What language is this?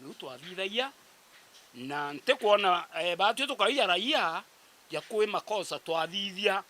Meru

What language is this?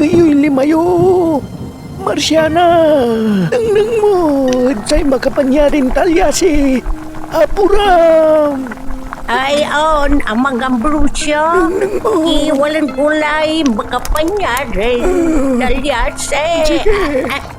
Pangasinan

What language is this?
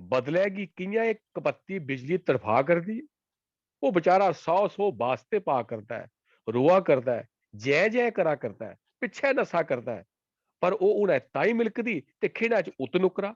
Dogri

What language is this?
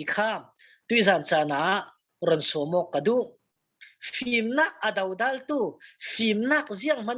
Falam Chin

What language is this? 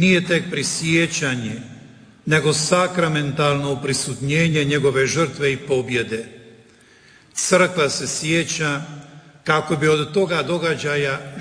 Croatian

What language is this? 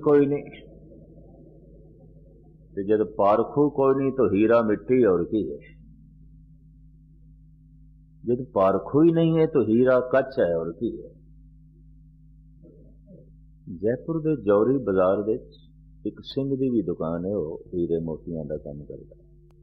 Punjabi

